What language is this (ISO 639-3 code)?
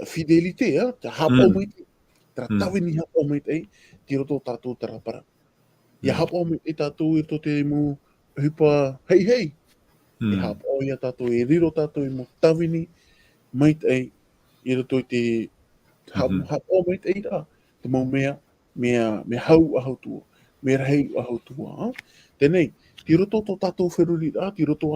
tah